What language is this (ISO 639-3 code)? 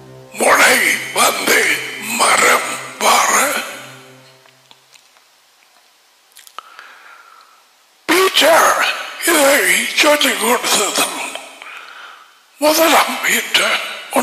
tam